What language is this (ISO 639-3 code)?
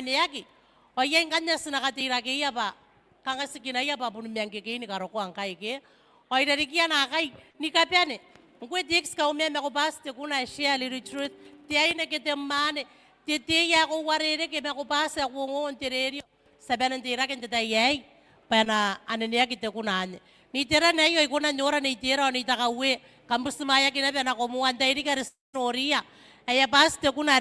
gil